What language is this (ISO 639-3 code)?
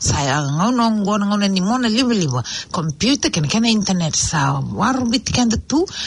fij